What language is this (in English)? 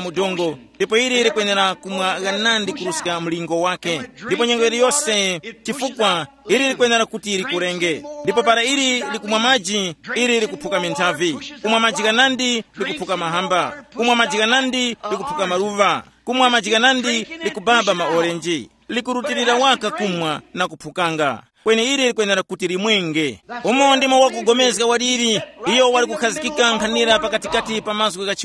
Tumbuka